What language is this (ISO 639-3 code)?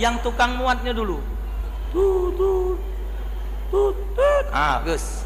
mui